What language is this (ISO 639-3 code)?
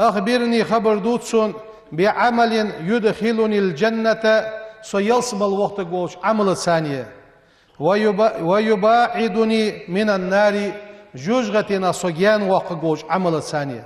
inh